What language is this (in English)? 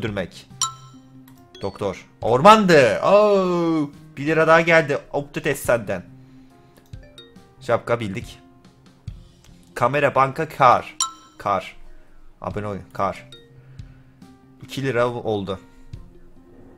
Turkish